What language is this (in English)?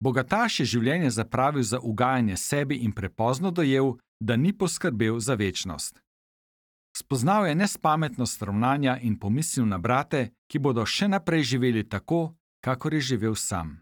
Slovenian